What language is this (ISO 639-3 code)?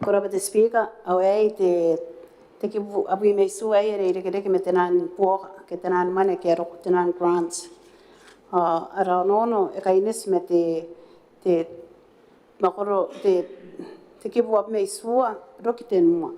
gil